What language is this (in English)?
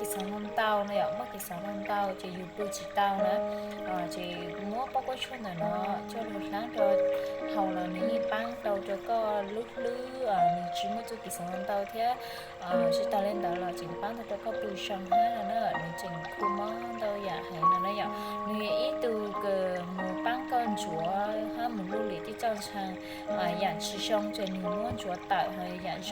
Hmong